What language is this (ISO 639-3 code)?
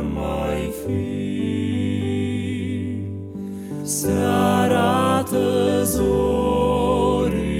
ron